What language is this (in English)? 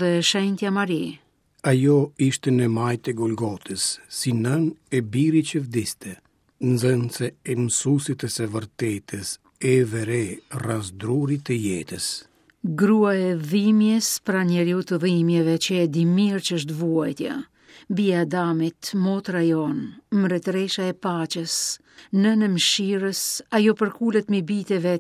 Albanian